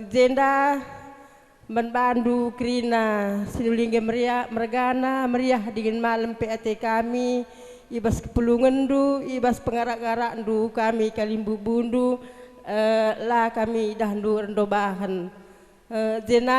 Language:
Batak Karo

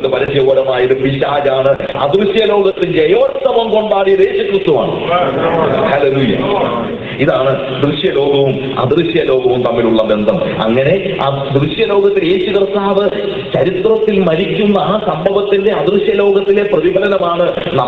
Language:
Malayalam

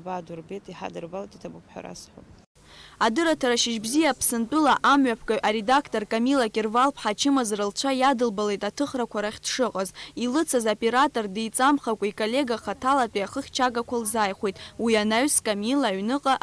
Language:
Abkhazian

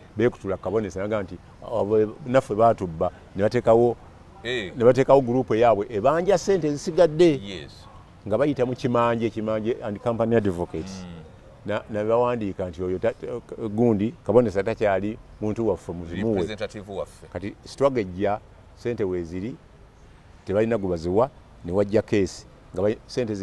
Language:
Ganda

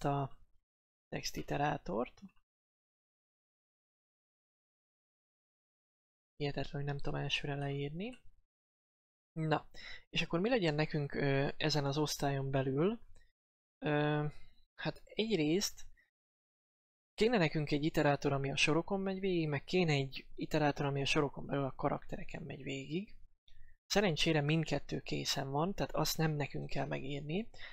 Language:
Hungarian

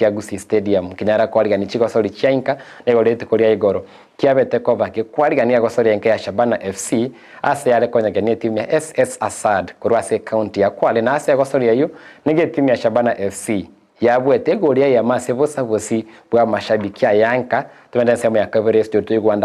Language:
Gusii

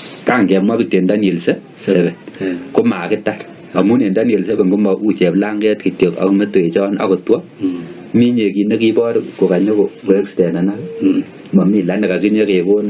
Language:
Kalenjin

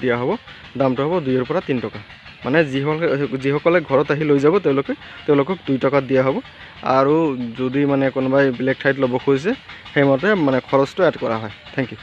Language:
Assamese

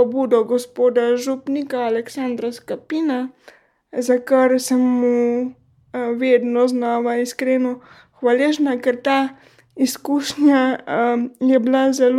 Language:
Slovenian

